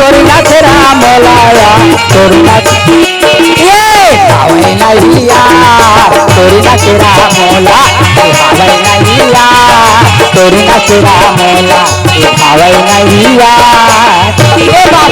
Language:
Chhattisgarhi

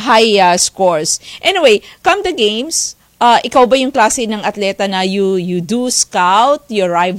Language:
Filipino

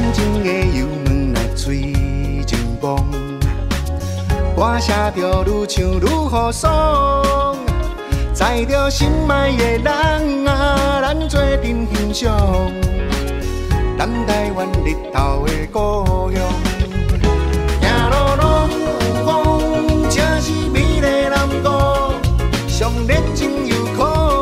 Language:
Min Nan Chinese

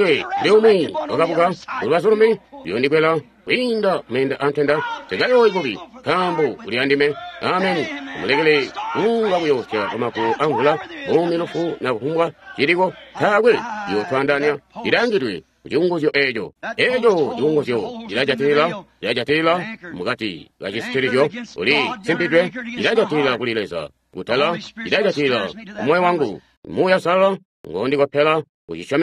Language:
Tonga (Zambia)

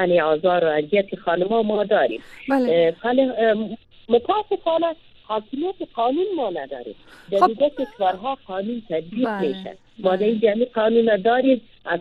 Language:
Persian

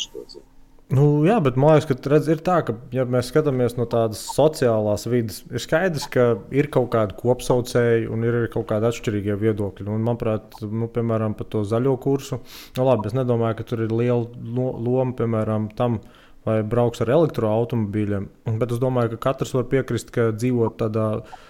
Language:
Latvian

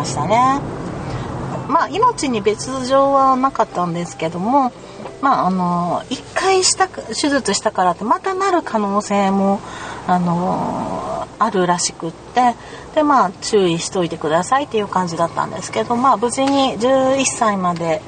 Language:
Japanese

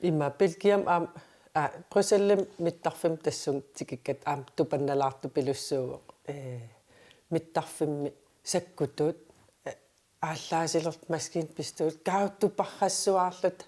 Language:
Kalaallisut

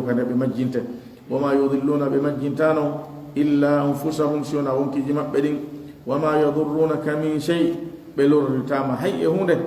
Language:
Fula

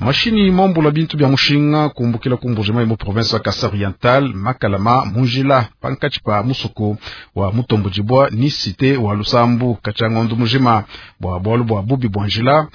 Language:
Luba-Lulua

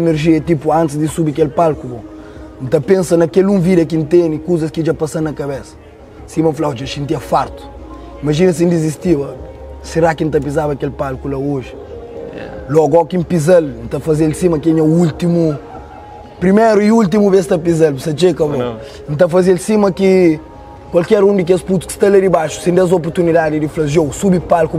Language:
Kabuverdianu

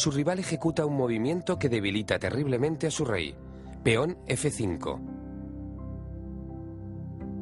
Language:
Spanish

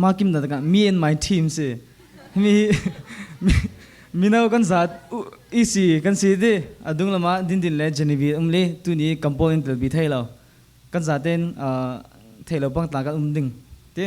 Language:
Falam Chin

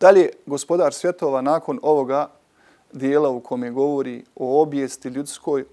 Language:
Bosnian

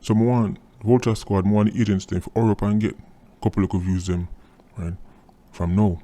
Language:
Jamaican Creole English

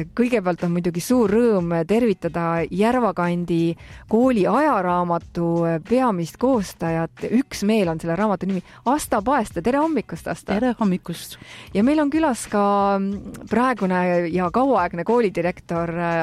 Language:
Estonian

